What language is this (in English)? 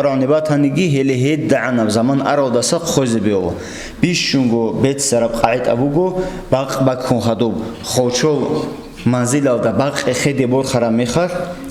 Avaric